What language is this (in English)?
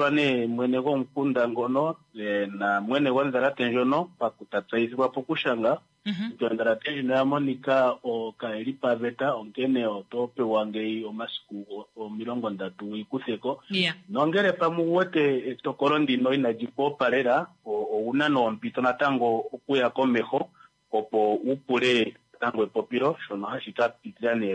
Kuanyama